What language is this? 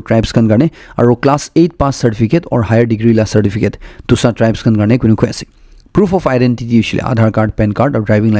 Naga Pidgin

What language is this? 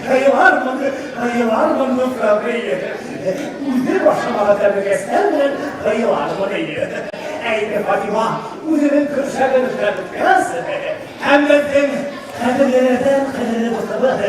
Bashkir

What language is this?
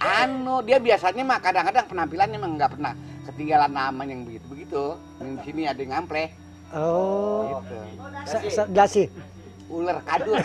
Betawi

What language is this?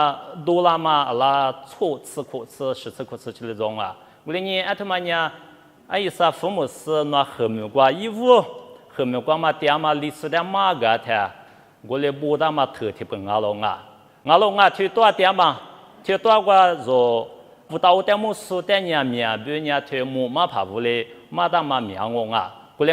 Lisu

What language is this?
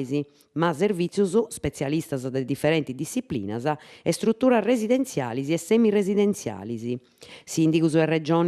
Sardinian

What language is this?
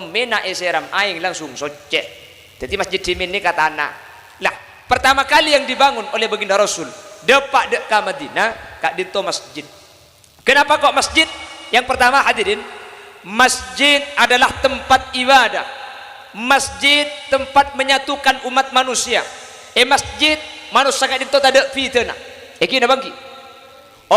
Madurese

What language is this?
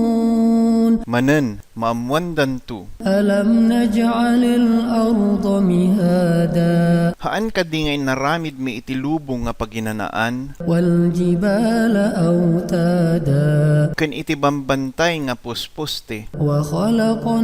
Iloko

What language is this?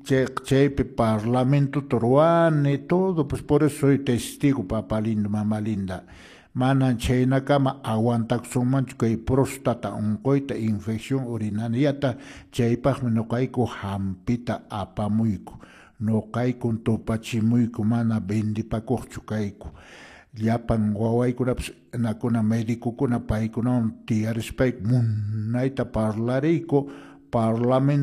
Quechua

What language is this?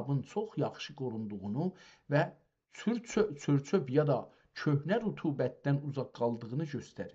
South Azerbaijani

